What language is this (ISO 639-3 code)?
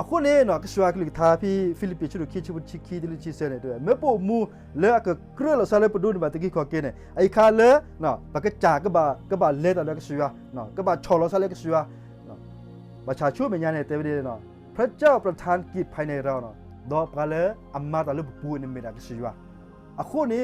ksw